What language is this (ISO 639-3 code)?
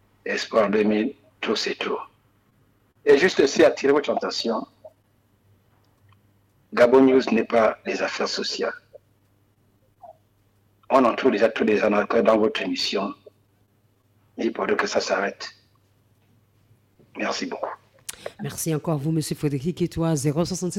fra